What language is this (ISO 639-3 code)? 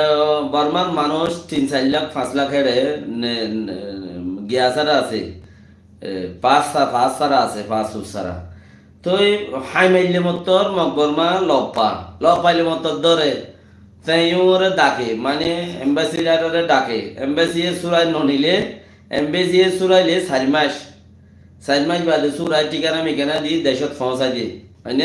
rhg